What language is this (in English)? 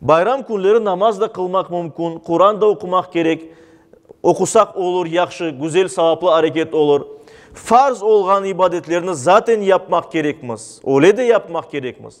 Crimean Tatar